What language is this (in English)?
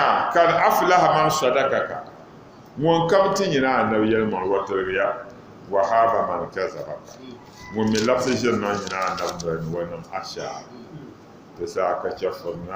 Dagbani